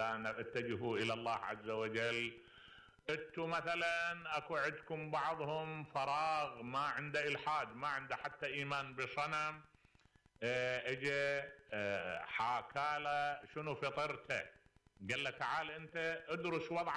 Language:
Mesopotamian Arabic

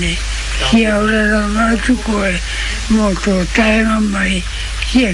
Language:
Māori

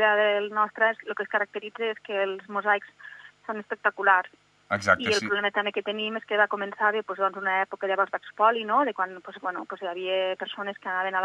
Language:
Catalan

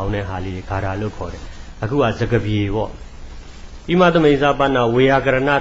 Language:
Burmese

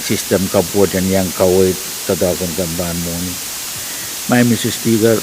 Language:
Pohnpeian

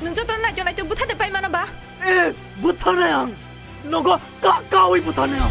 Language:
Kok Borok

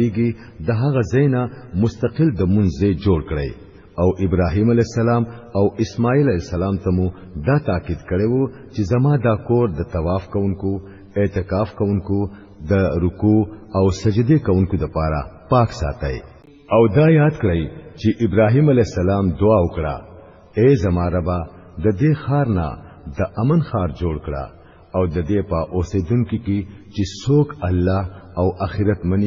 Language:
Pashto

